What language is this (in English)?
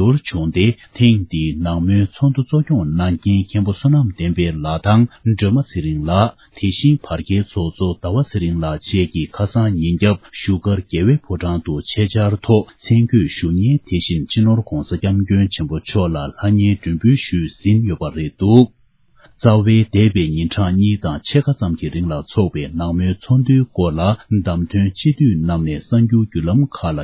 Tibetan